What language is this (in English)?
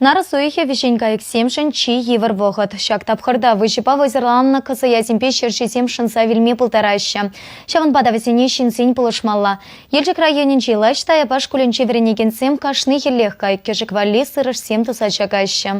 Chuvash